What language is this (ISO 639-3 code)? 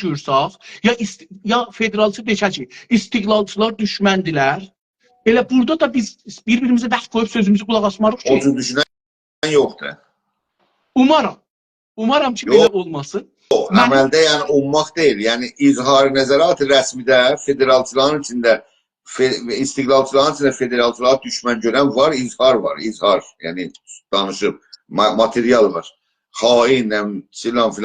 azb